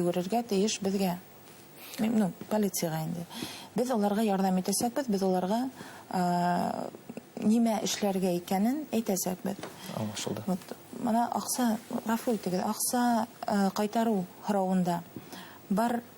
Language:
Bashkir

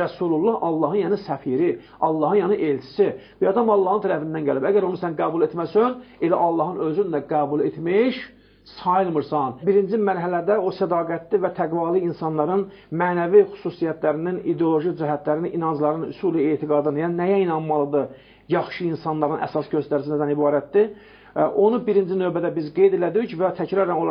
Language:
Azerbaijani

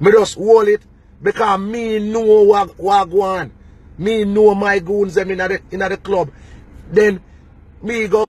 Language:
Jamaican Creole English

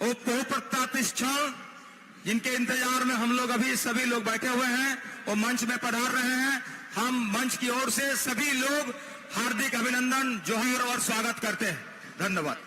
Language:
Santali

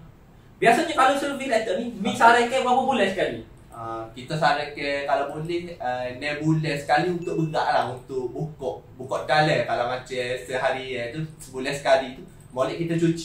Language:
Malay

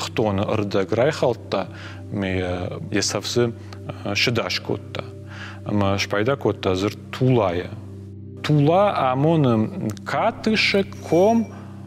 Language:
Ossetic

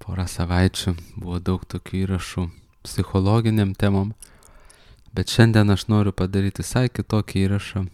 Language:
Lithuanian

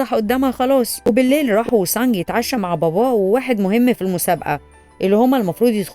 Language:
Egyptian Arabic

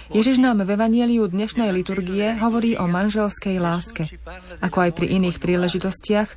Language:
Slovak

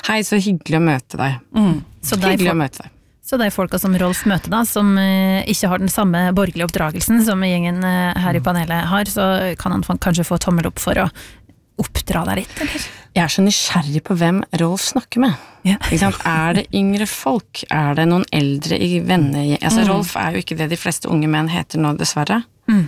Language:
Norwegian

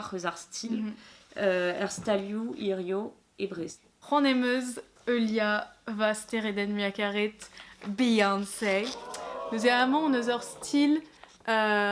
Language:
Breton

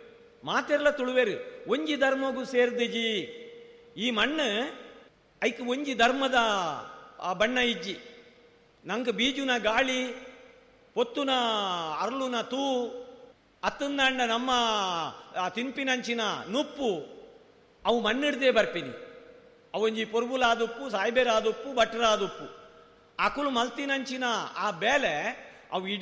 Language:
Tulu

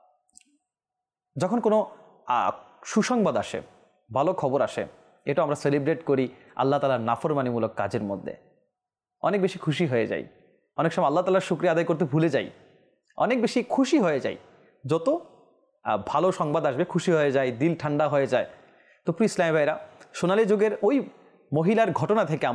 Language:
Bangla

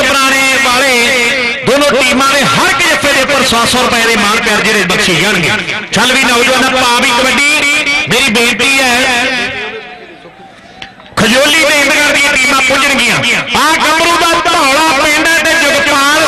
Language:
Punjabi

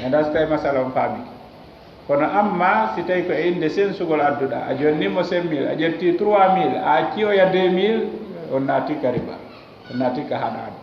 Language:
Fula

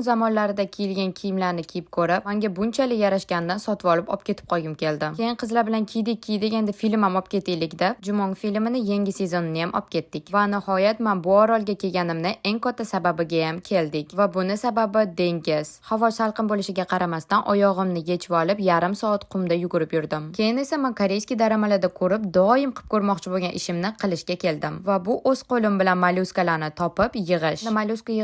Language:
Uzbek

